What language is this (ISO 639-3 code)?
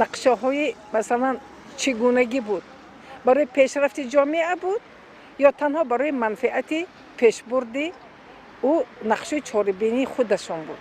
tgk